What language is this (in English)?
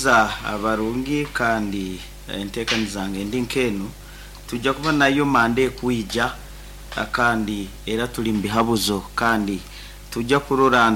Nyankole